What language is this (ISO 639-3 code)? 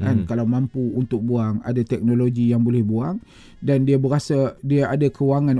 msa